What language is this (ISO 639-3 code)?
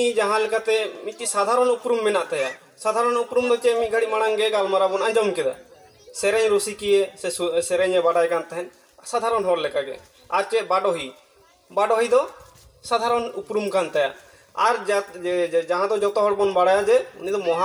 sat